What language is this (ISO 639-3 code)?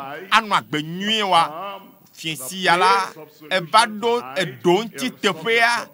ewe